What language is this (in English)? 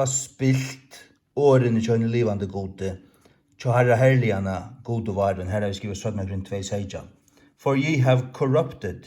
Faroese